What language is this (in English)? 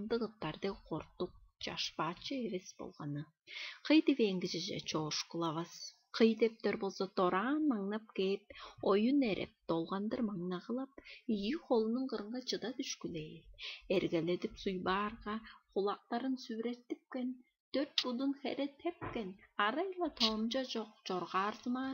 Tuvinian